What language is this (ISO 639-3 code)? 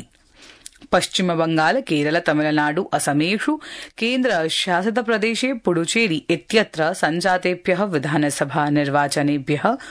san